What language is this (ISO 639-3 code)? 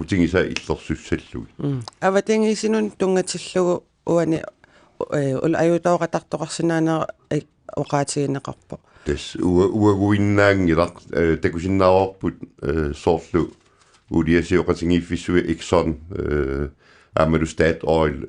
kal